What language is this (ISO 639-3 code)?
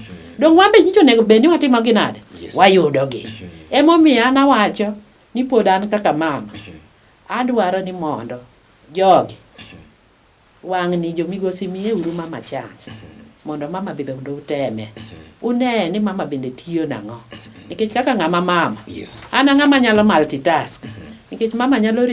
luo